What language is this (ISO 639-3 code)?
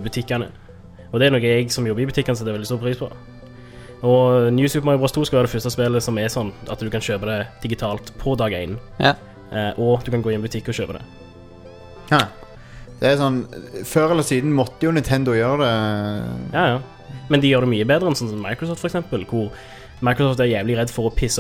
nor